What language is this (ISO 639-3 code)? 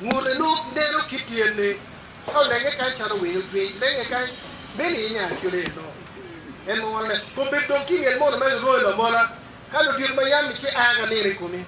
ach